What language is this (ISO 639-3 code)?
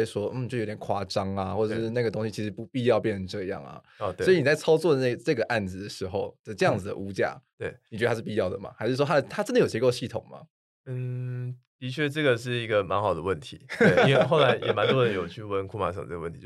zho